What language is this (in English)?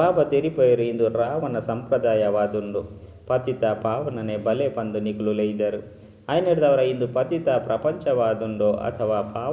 Tulu